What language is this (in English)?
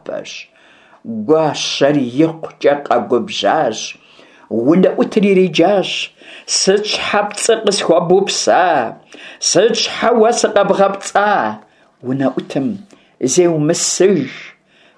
Kabardian